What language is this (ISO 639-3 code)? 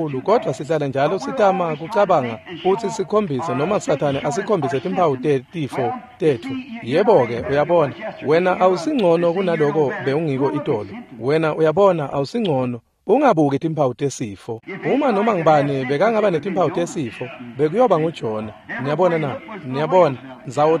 ssw